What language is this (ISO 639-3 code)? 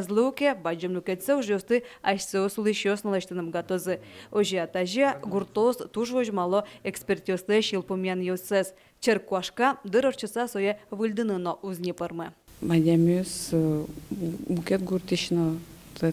udm